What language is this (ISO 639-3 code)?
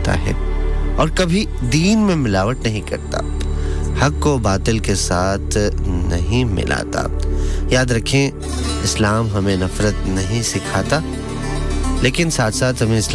urd